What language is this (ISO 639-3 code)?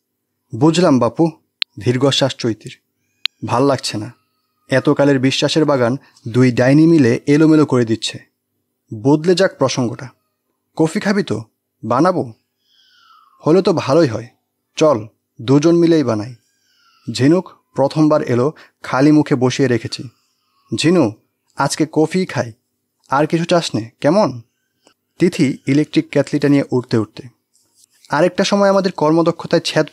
ben